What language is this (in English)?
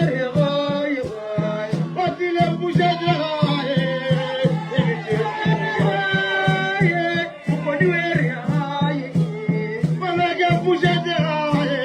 Northern Sotho